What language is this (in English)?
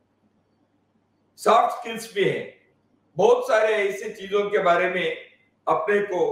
Hindi